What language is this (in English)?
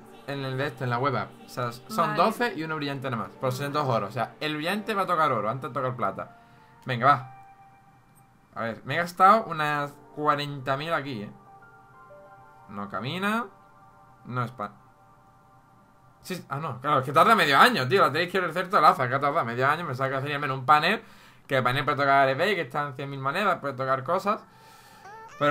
Spanish